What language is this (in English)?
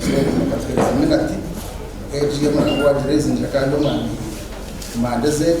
Nyankole